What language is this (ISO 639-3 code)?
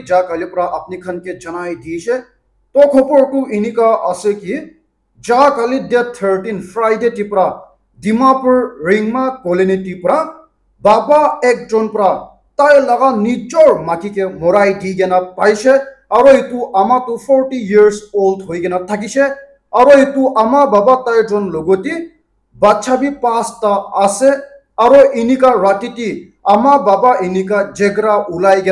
nag